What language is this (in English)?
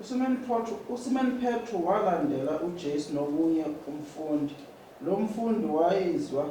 Zulu